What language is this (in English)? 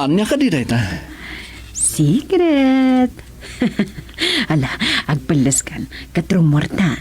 Iloko